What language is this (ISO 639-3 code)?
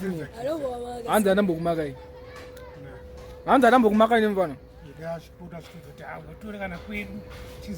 sna